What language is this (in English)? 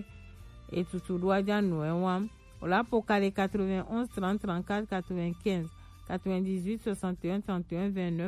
Gen